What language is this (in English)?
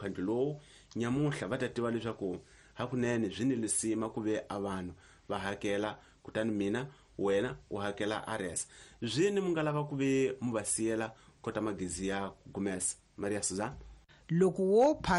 Tsonga